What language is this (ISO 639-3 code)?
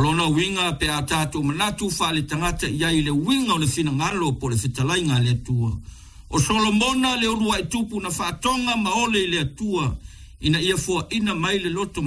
smo